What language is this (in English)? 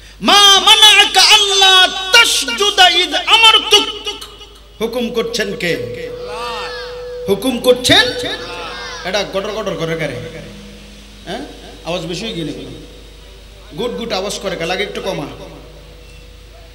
Bangla